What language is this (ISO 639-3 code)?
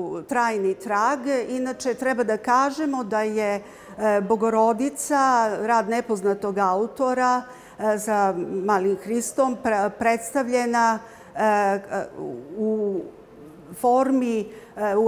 srp